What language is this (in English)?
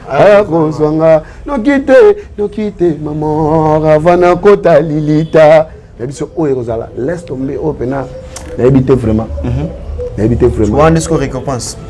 Lingala